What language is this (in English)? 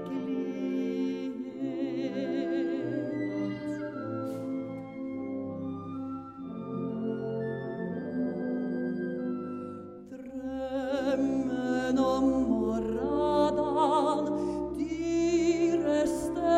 Norwegian